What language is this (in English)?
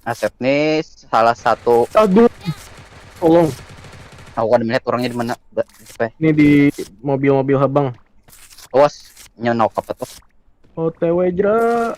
Banjar